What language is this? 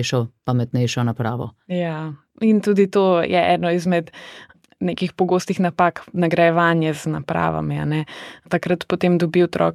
Slovenian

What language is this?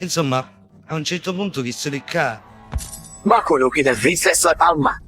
Sicilian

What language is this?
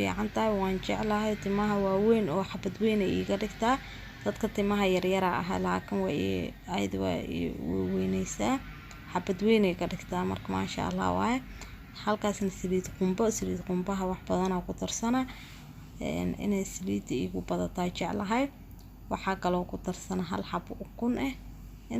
Somali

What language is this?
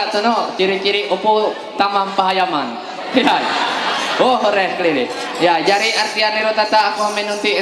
Ma'anyan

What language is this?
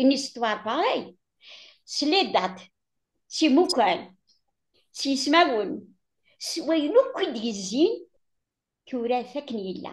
Kabyle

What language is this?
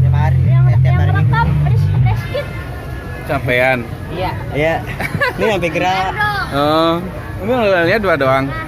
Betawi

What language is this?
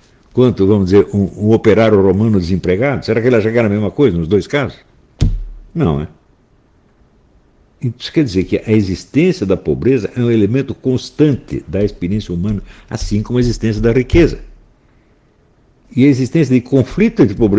Portuguese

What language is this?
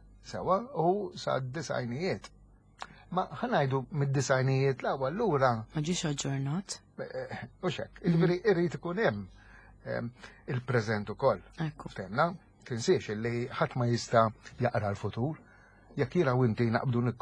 Maltese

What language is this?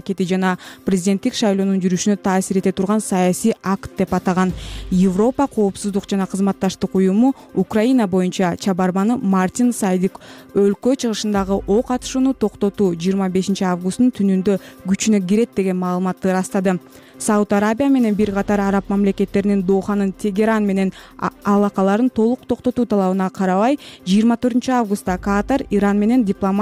Kyrgyz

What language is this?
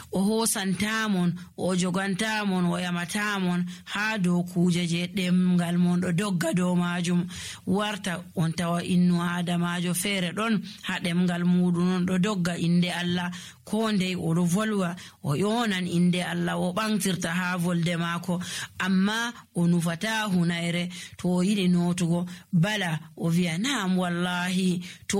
Nigerian Fulfulde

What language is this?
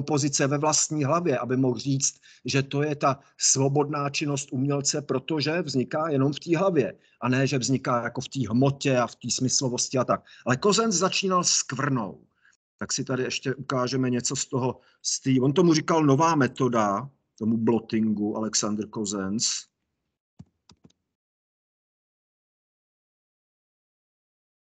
Czech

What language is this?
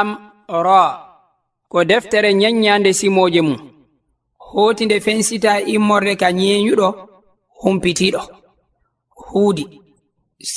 Fula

